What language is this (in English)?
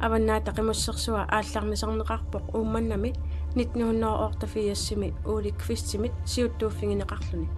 Kalaallisut